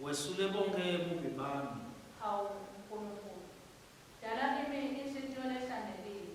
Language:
Swati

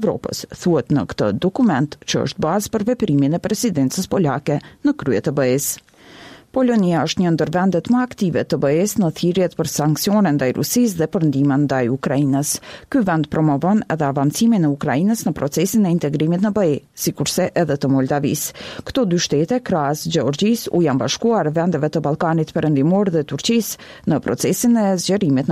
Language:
Albanian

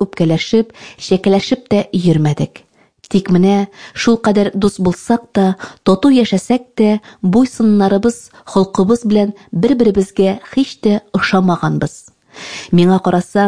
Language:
Tatar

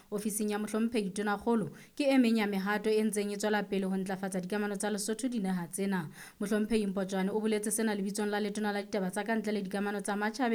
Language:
Southern Sotho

